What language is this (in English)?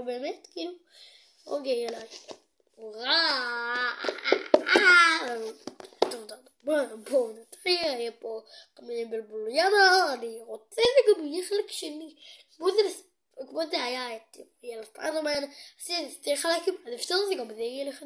Hebrew